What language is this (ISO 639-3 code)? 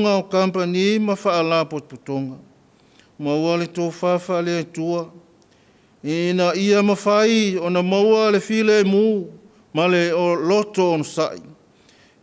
smo